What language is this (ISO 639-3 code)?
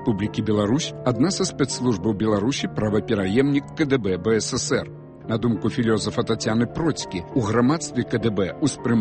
bel